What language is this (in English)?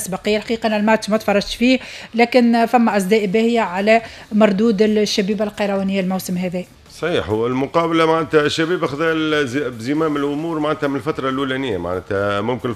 Tunisian Arabic